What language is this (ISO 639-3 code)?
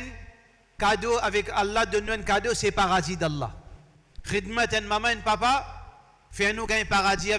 mfe